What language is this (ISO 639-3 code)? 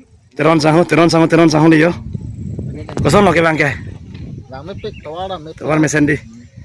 mjw